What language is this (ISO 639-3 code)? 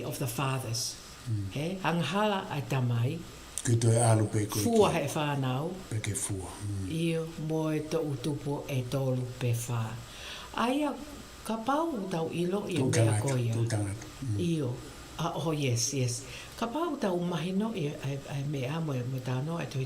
ton